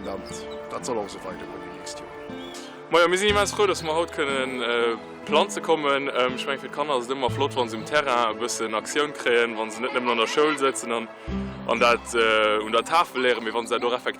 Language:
Luxembourgish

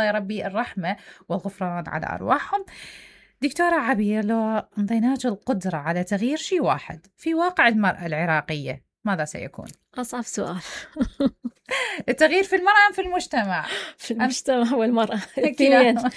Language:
Mesopotamian Arabic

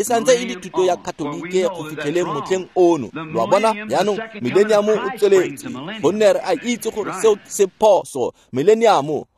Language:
Tswana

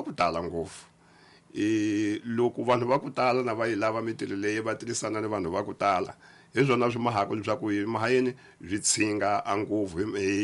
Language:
Tsonga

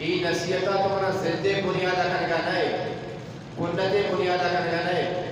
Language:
Eastern Balochi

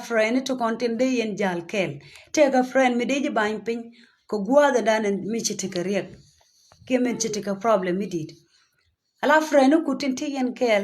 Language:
Nuer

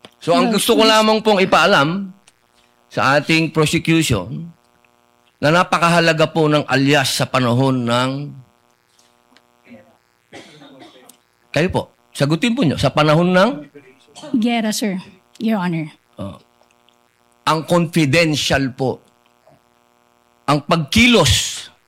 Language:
Filipino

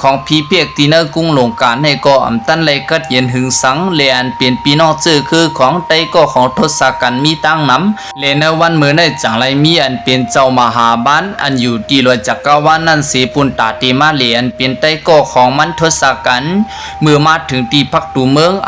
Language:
Shan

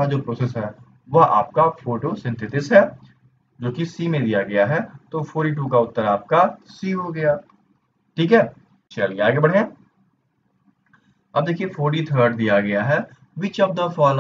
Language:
Hindi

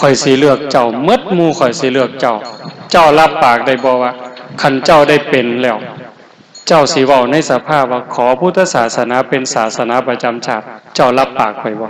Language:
Northeastern Thai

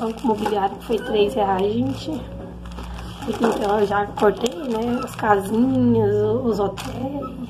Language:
Portuguese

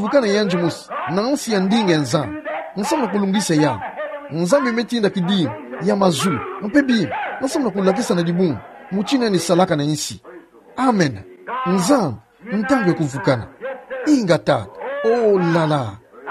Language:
Kituba (Democratic Republic of Congo)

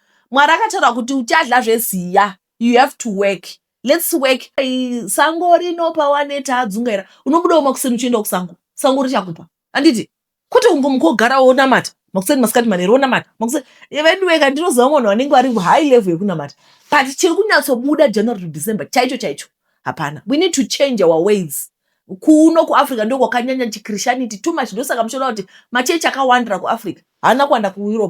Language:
Shona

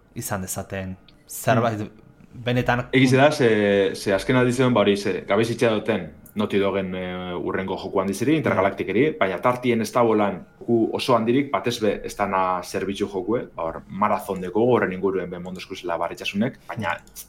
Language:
Basque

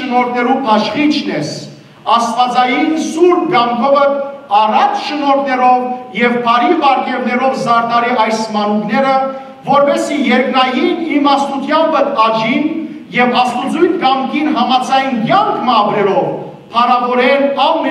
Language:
Western Armenian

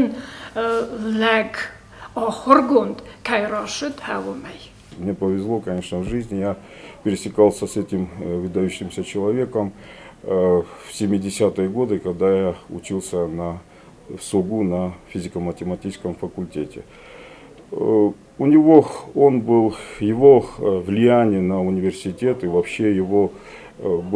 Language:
Ossetic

